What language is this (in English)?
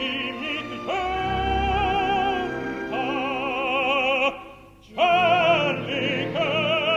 Swedish